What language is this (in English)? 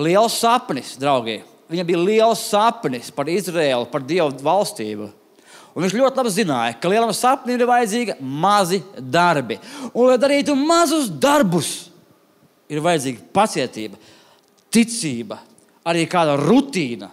Latvian